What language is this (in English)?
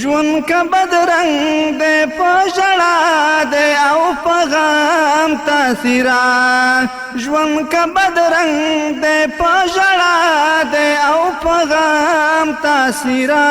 Pashto